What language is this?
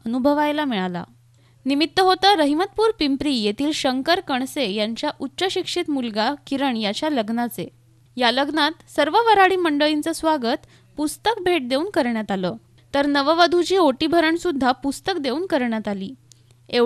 Marathi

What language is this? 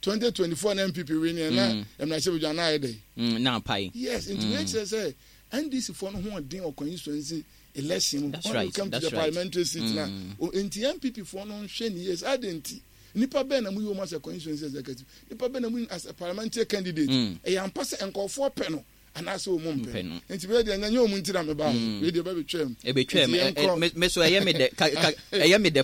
Akan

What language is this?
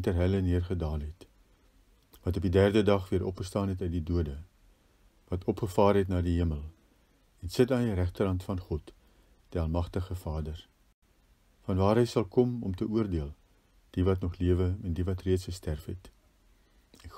Afrikaans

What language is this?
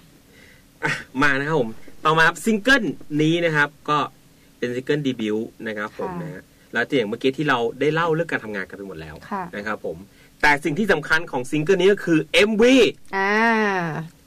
Thai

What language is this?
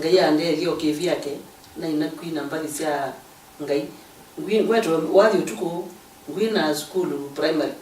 Kamba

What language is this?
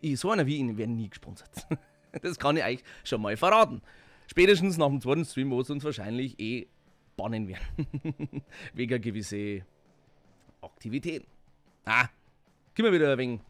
Bavarian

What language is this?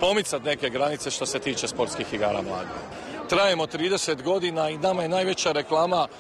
Croatian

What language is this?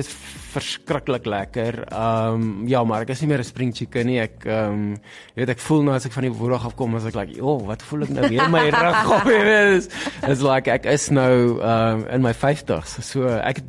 Afrikaans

